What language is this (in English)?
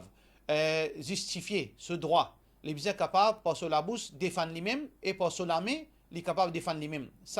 Morisyen